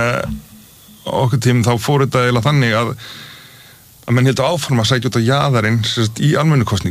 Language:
Icelandic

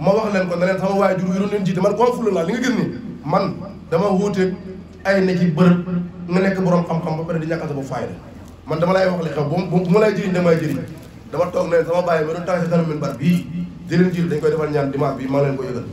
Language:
Wolof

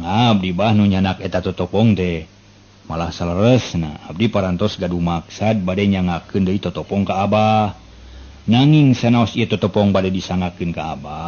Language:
Sundanese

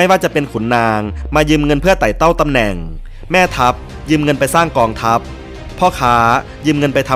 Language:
Thai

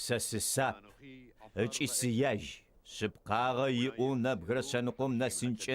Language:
Adyghe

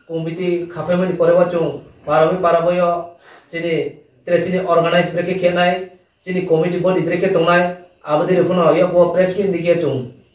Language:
Riang (India)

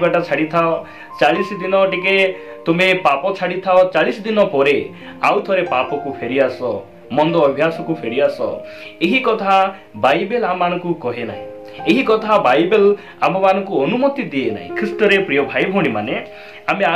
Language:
Odia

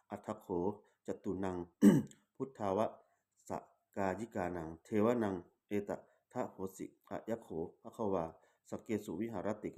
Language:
Pali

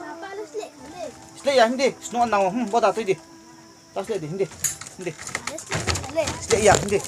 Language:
Riang (India)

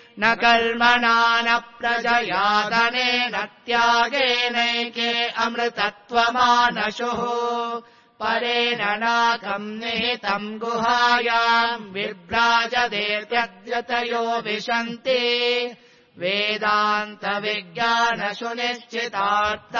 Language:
Sanskrit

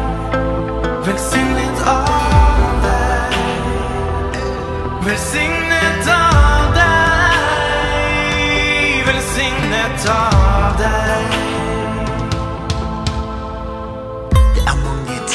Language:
Norwegian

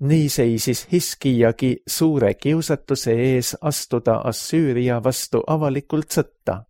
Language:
Estonian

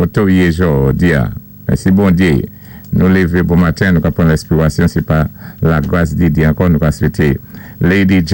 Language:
Saint Lucian Creole French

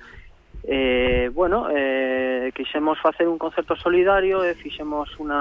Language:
Galician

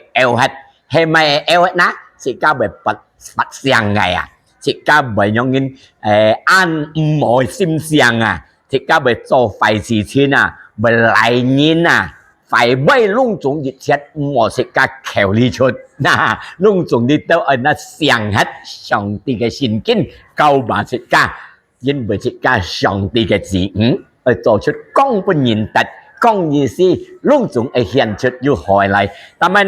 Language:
Hakka Chinese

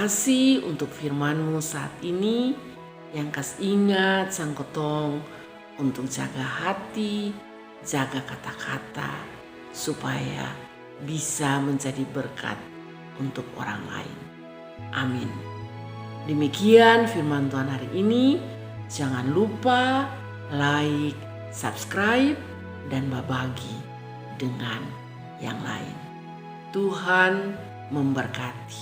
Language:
Kupang Malay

